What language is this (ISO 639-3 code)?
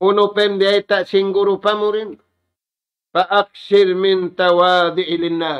tsg